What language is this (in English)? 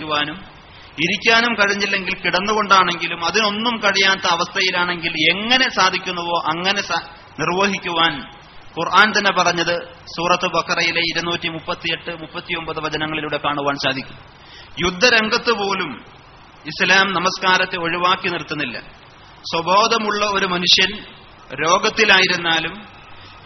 Malayalam